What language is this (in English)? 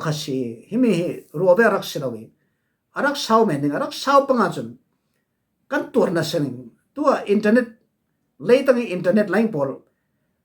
Falam Chin